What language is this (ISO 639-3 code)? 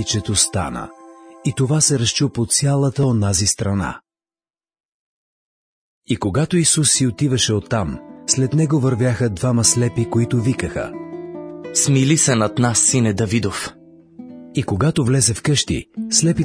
bul